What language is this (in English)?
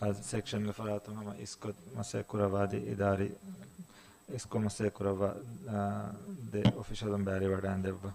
Divehi